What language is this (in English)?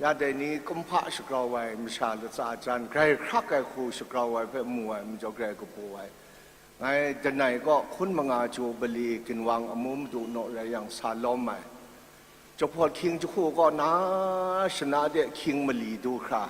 Kachin